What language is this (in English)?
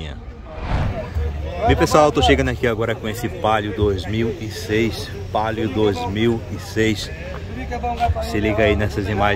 Portuguese